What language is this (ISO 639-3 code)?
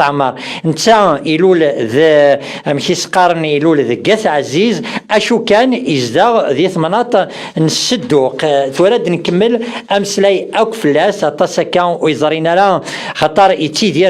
kab